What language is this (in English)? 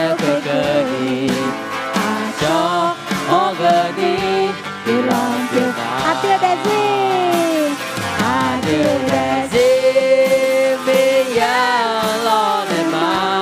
Akha